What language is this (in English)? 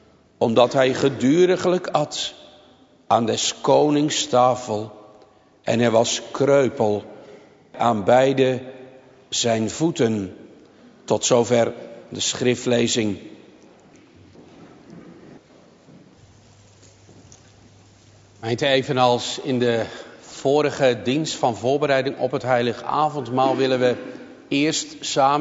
Dutch